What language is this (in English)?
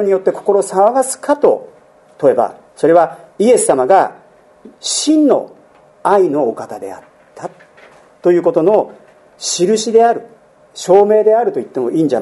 Japanese